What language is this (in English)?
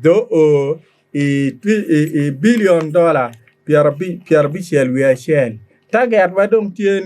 Acoli